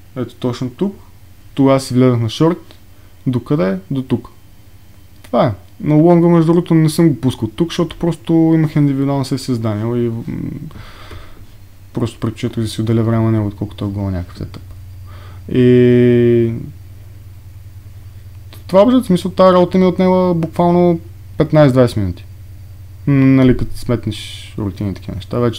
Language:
Bulgarian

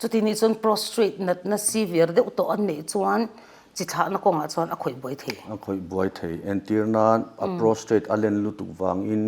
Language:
Mizo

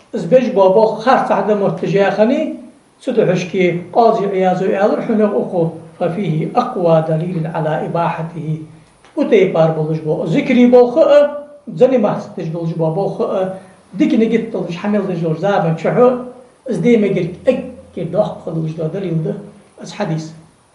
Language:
Ingush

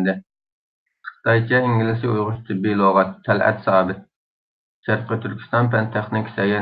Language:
Uyghur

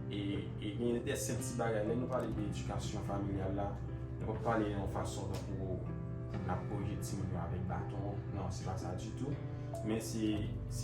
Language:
Haitian Creole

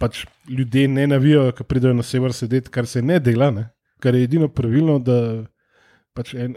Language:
Slovenian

